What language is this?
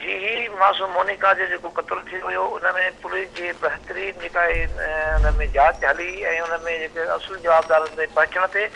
Sindhi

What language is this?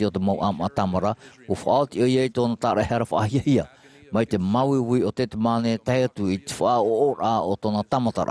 Tahitian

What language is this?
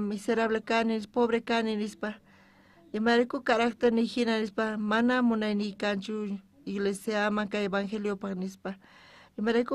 South Bolivian Quechua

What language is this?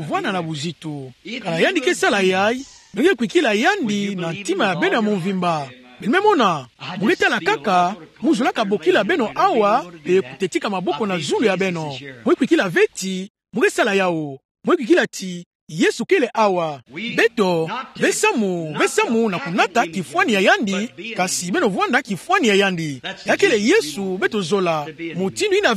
Kituba (Democratic Republic of Congo)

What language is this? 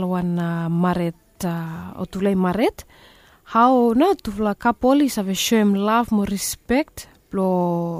Bislama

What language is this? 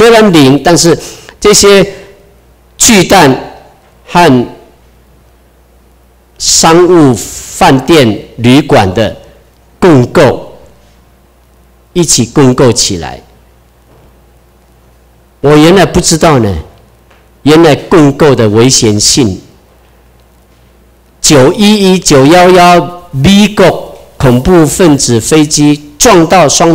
Chinese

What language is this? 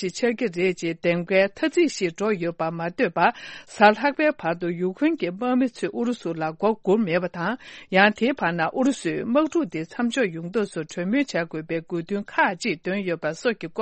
Tibetan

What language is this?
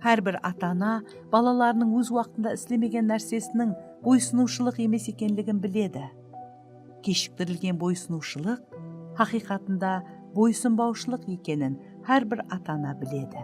Kara-Kalpak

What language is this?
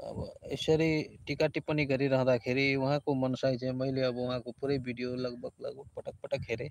Nepali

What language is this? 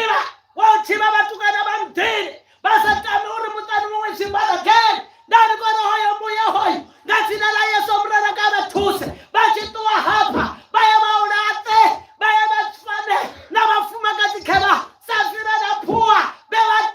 Venda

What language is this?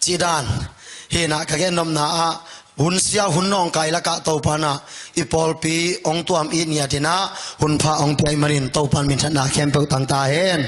Tedim Chin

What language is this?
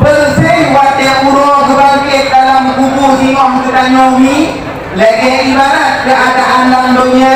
Achinese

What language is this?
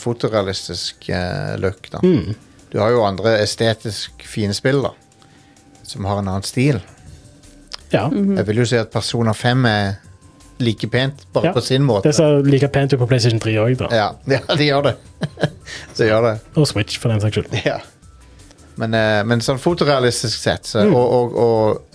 Norwegian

